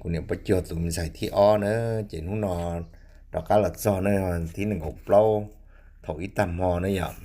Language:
Hmong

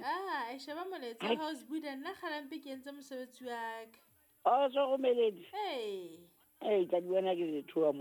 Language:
Southern Sotho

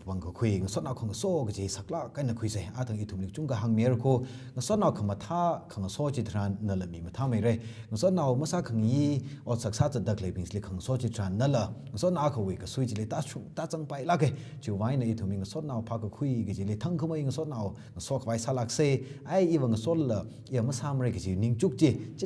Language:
Tangkhul Naga (India)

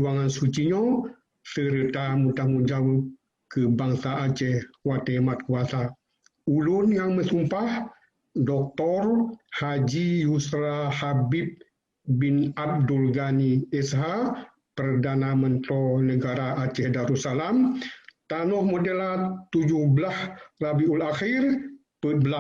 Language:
Achinese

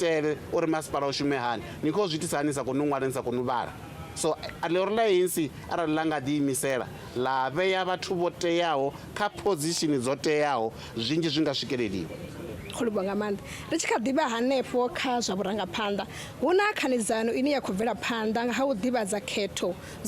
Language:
Venda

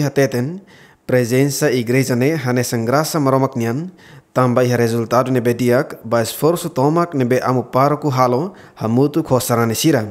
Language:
Tetum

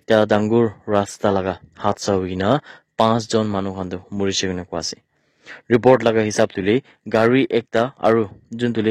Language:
Naga Pidgin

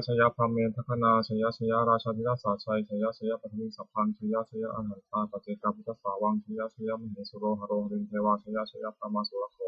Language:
Pali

